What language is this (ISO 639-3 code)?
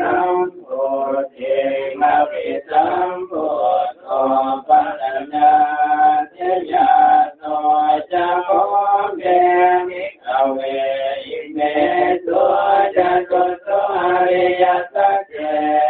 pli